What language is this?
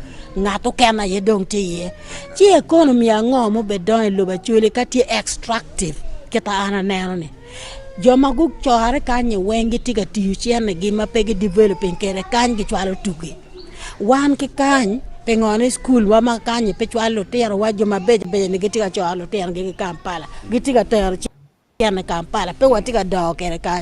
Acoli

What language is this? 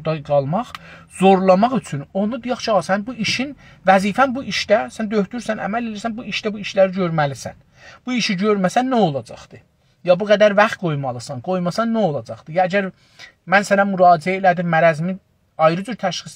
South Azerbaijani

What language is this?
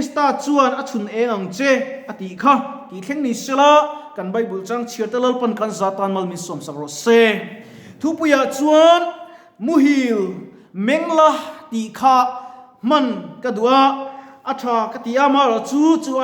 Mizo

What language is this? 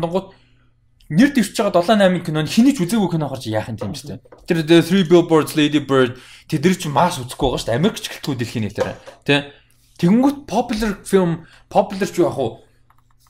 Mongolian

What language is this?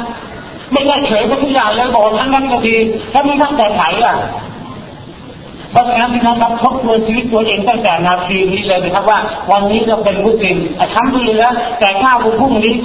Thai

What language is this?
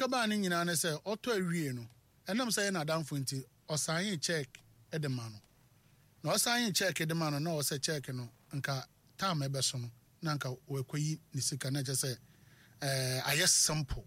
Akan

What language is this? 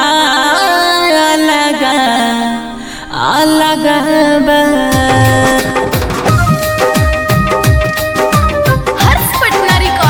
Bhojpuri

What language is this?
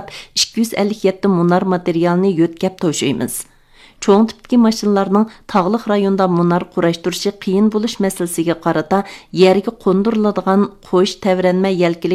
Uyghur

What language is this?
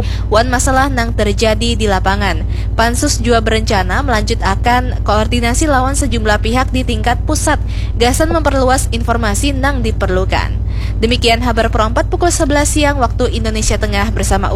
Banjar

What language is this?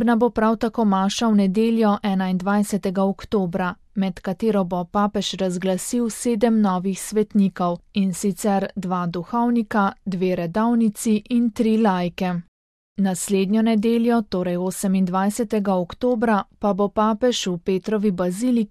Slovenian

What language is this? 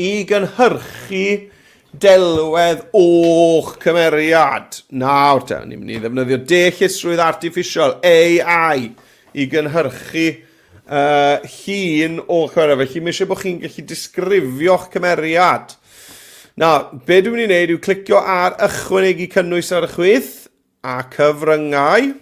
Welsh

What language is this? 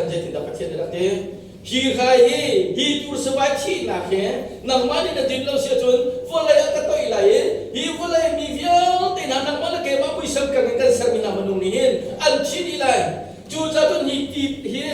Hakha Chin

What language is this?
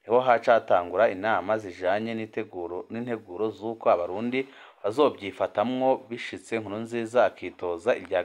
Rundi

